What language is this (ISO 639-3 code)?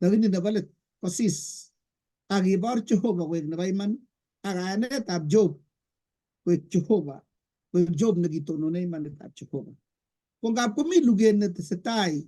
kln